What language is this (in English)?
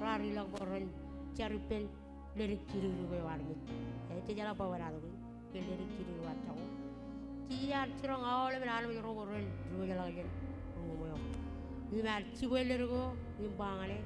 Marshallese